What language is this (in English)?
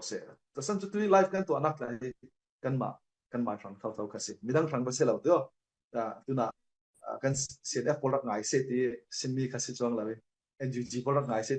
Falam Chin